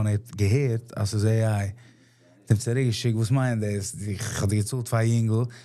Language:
Yiddish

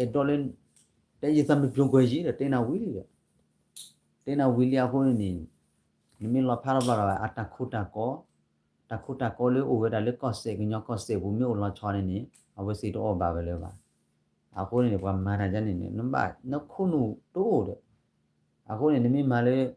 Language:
S'gaw Karen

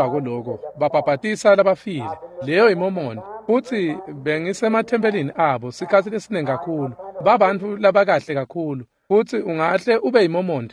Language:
Swati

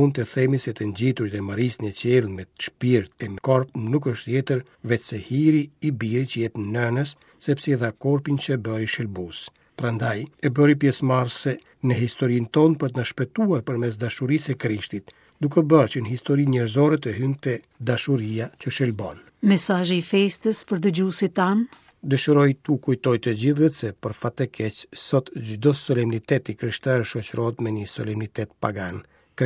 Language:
Albanian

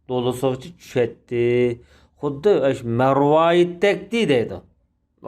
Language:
Uyghur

